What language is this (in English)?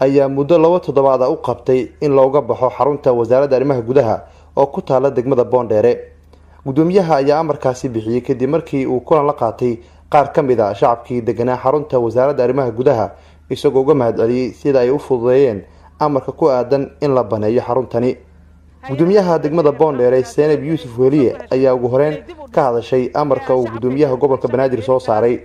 Somali